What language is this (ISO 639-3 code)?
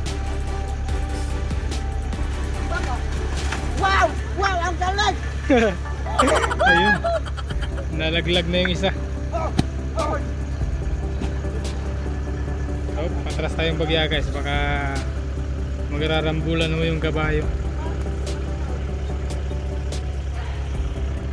fil